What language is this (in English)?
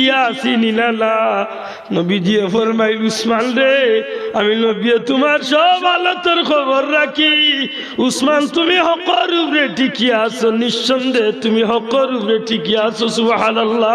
Sylheti